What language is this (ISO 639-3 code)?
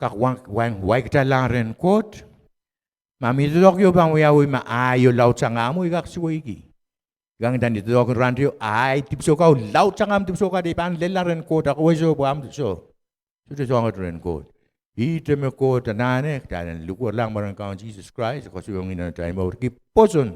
pon